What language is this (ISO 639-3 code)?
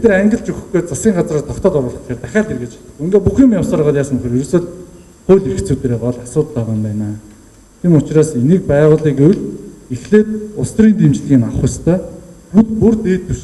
mon